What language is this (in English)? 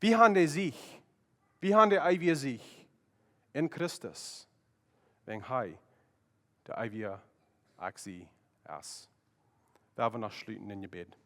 Plautdietsch